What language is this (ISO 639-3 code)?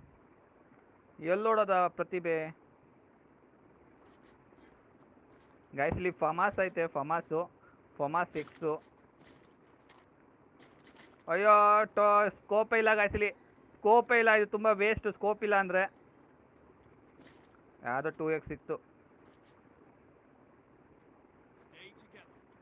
kan